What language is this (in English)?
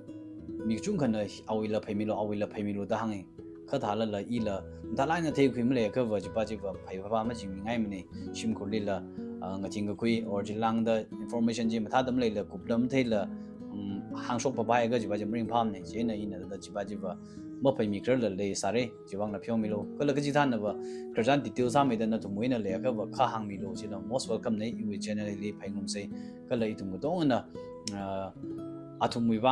Tangkhul Naga (India)